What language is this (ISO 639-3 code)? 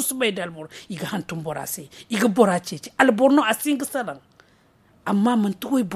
dje